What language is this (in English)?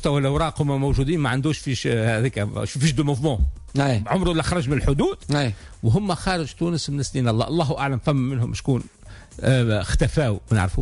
Tunisian Arabic